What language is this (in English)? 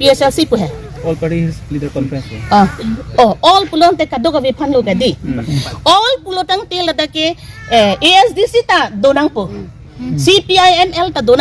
Karbi